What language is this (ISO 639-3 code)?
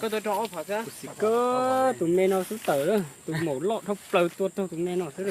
hmn